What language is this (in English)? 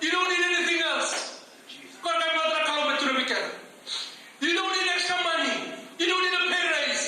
Fijian